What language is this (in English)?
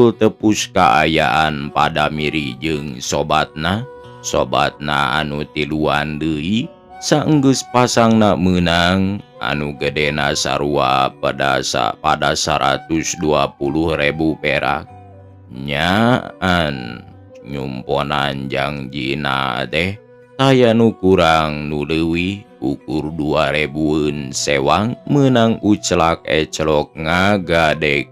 Sundanese